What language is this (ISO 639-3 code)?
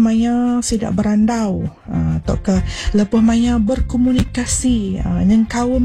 iba